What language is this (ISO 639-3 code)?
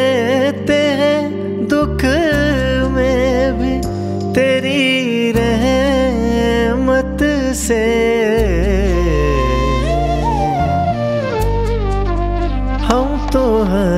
hin